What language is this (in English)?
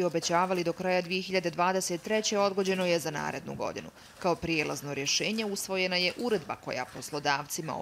Bosnian